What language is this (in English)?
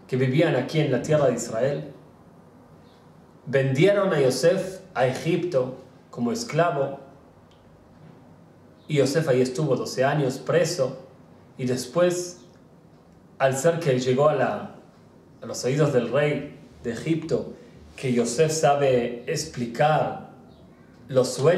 Spanish